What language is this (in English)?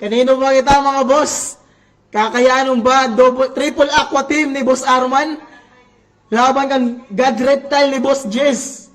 Waray